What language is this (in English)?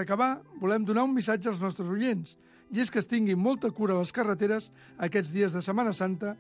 Catalan